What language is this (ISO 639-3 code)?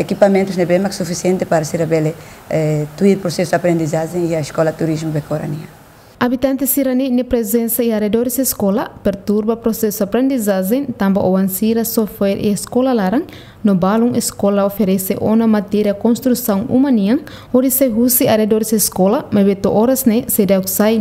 tet